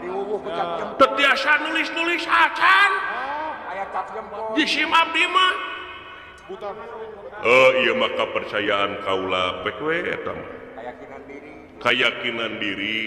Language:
Sundanese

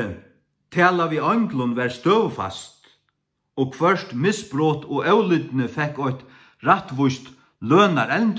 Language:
Faroese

